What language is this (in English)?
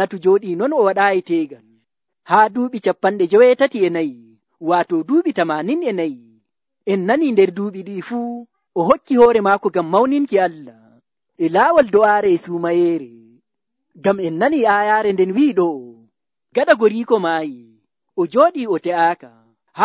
Nigerian Fulfulde